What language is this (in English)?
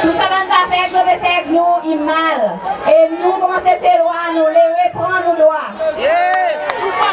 Seselwa Creole French